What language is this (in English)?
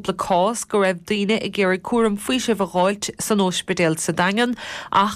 Irish